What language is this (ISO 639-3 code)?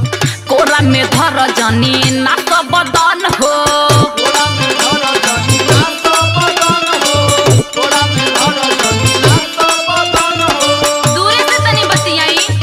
bho